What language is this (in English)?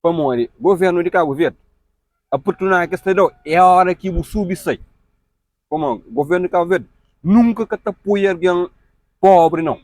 Kabuverdianu